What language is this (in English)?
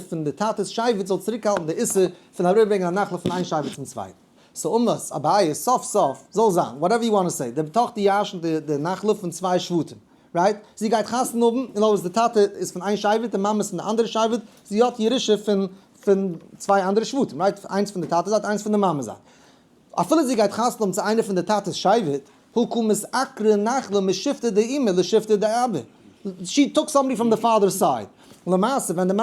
Yiddish